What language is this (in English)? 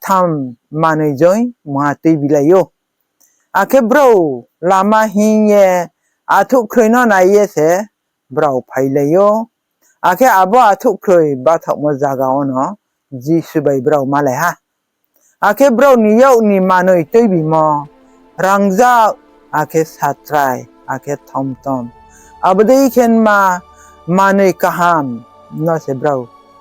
Riang (India)